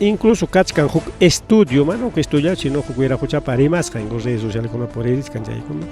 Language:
Ayacucho Quechua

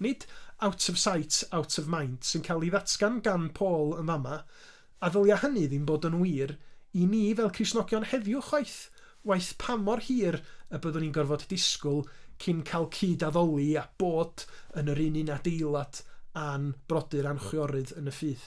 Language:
Welsh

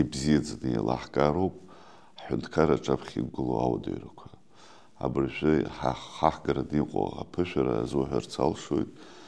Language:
Abkhazian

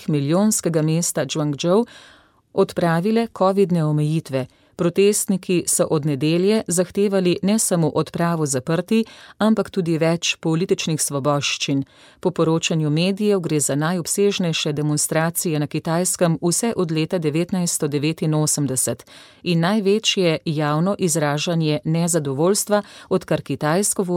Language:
Slovenian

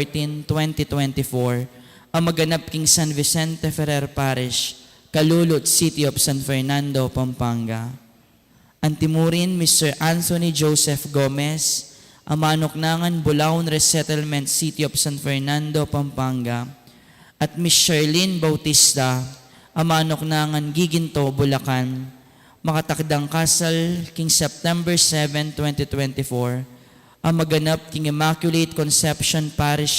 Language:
Pampanga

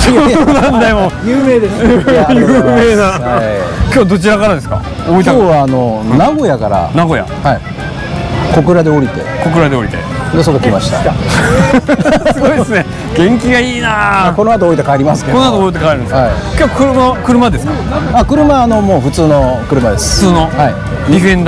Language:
Japanese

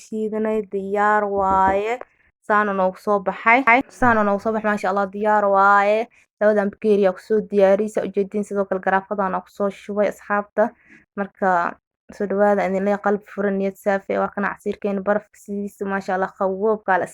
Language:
Somali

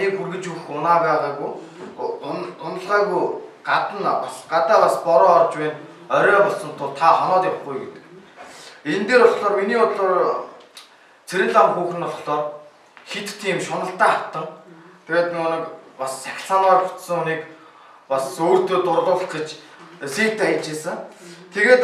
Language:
Mongolian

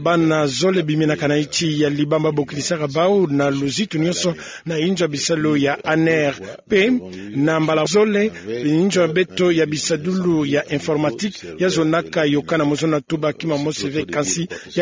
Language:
Kituba (Democratic Republic of Congo)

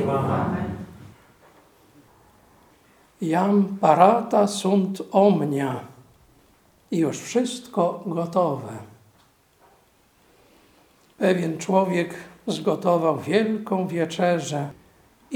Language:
Polish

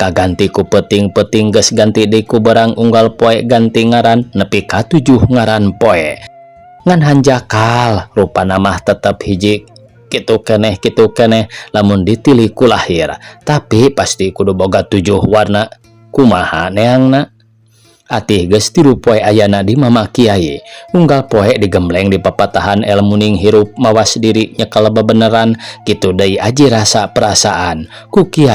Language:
Sundanese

